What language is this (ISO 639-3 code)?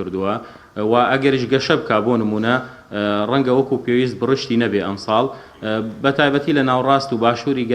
ckb